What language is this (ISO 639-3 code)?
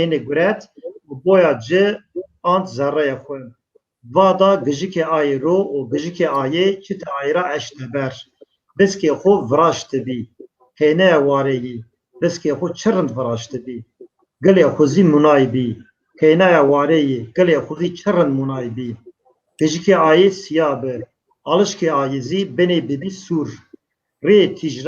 zza